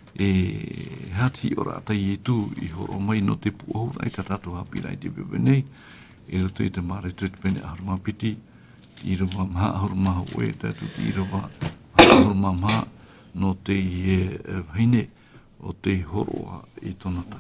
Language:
Tahitian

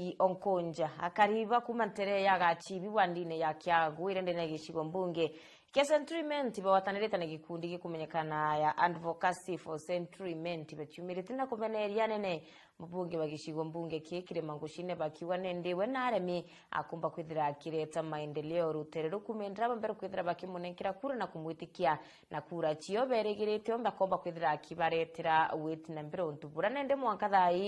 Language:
Meru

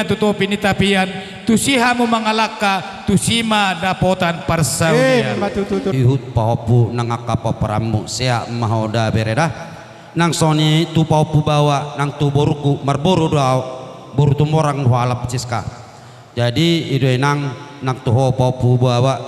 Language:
Batak Toba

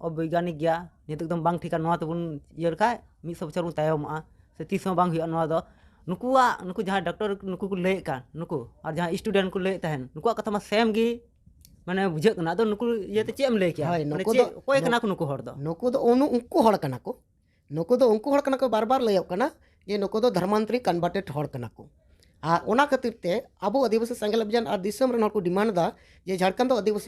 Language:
Santali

